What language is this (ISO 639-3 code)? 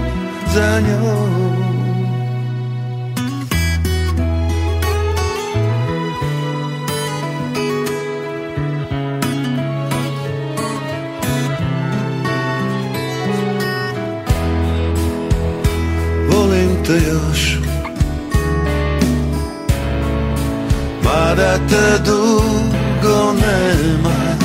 srp